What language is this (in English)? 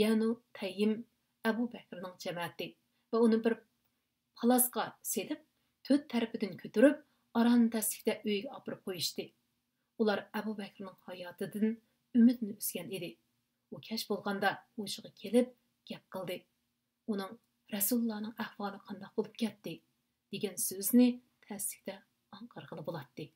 Uyghur